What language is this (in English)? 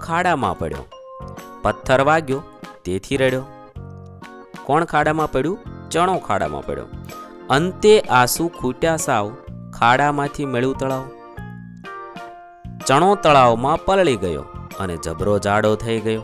Gujarati